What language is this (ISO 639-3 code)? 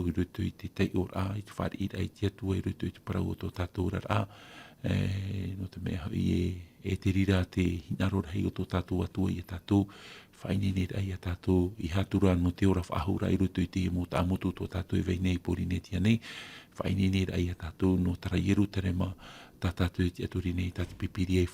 tah